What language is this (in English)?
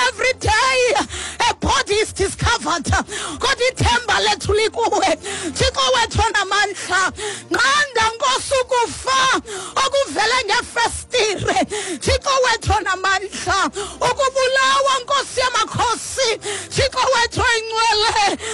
Xhosa